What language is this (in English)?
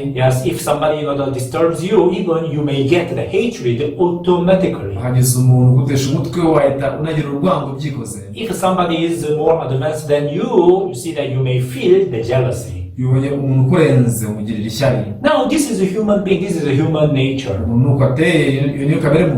Kinyarwanda